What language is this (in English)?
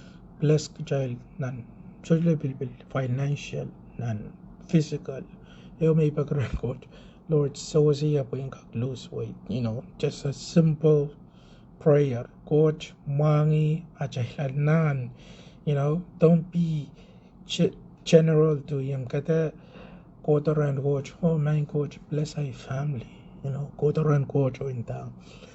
Pohnpeian